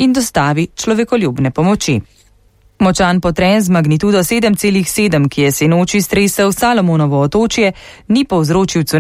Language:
Slovenian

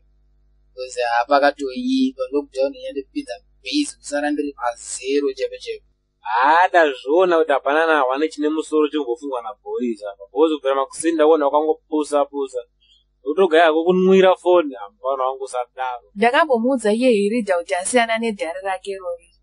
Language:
Shona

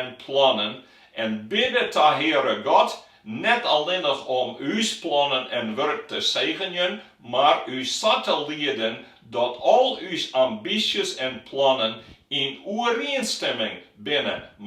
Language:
Western Frisian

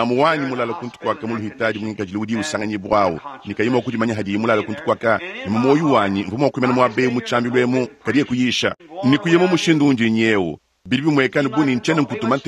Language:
Luba-Lulua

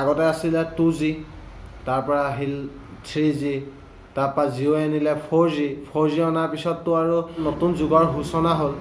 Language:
Assamese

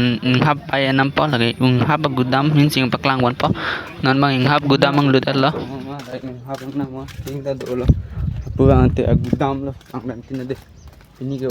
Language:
Karbi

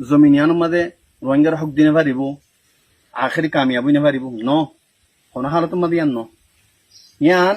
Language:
Rohingya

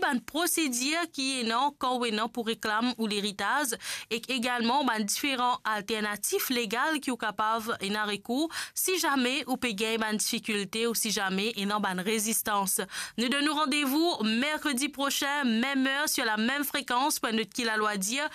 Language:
Morisyen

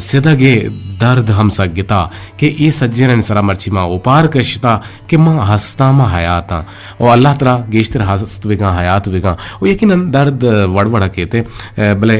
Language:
Eastern Balochi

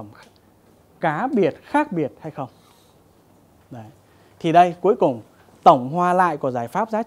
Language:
Vietnamese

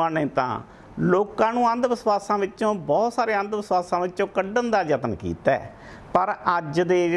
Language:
Punjabi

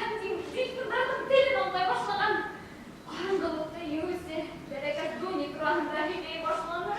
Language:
Bashkir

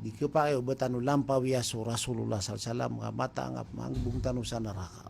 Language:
Maranao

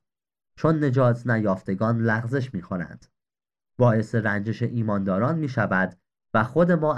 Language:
Persian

